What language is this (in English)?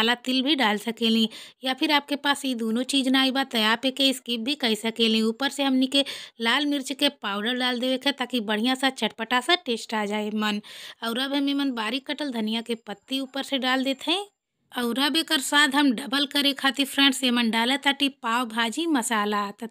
Bhojpuri